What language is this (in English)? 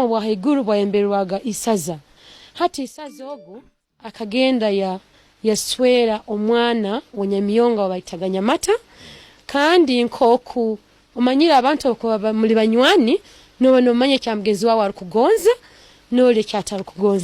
Tooro